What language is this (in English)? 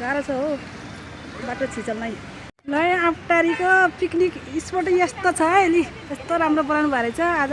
Nepali